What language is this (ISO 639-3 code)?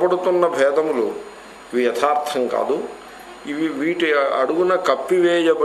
tel